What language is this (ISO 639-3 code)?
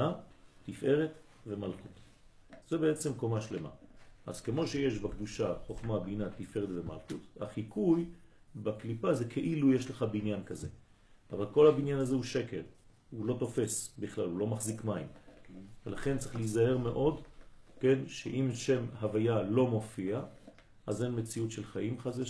heb